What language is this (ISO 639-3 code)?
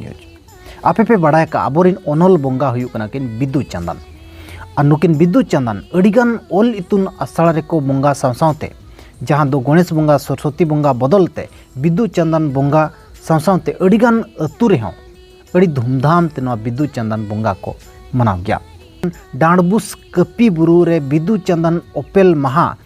sat